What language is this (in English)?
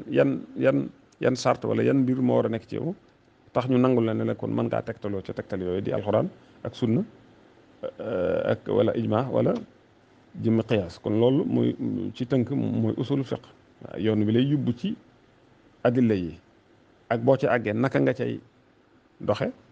Wolof